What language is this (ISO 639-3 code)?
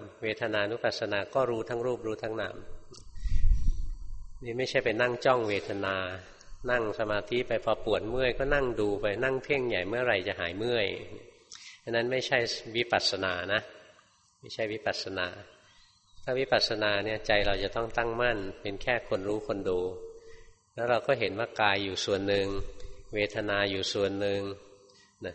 tha